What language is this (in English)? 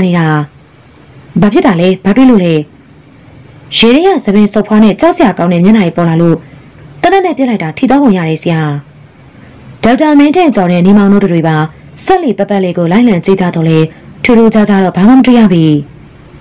Burmese